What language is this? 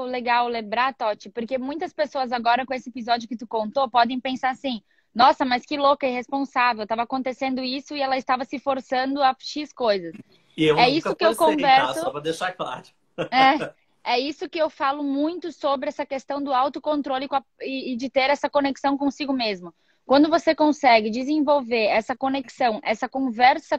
Portuguese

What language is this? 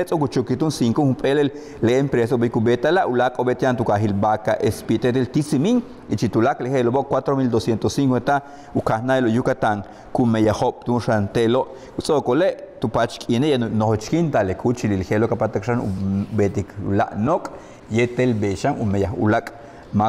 Yucateco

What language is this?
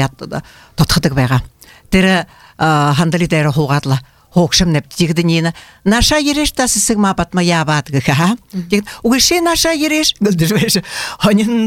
Buriat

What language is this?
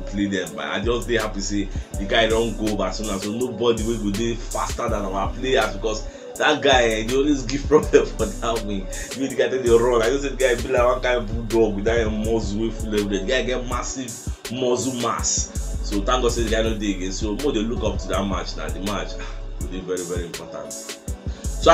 Nigerian Pidgin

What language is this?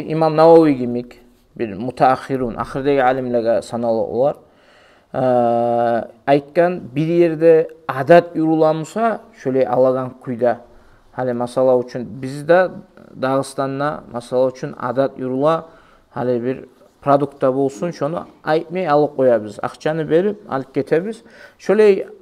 Kumyk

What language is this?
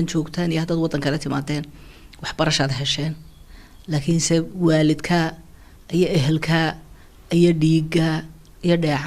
Somali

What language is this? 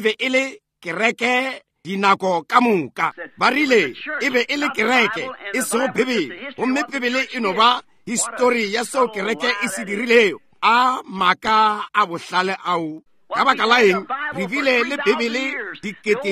Northern Sotho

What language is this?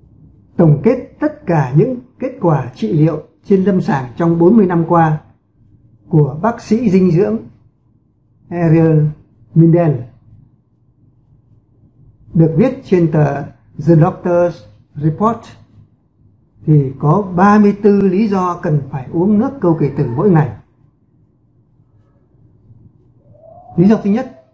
Vietnamese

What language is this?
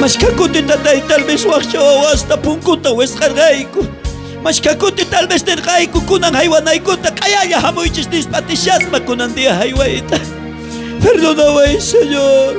South Bolivian Quechua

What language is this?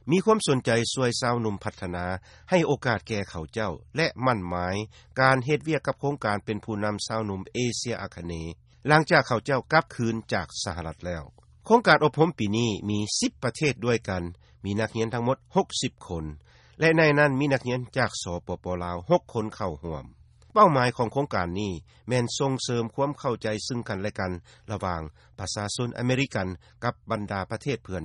Lao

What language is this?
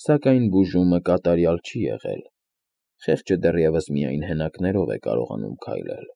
Armenian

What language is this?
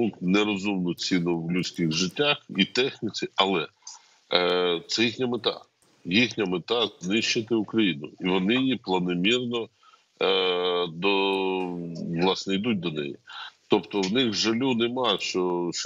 Ukrainian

